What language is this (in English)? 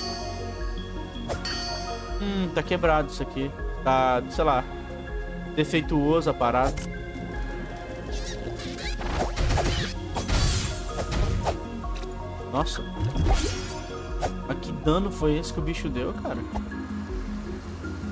Portuguese